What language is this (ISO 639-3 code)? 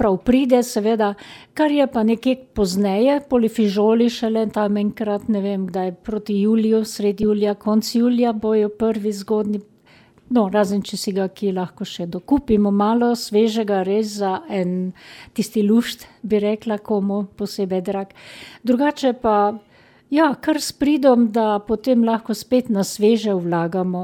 slv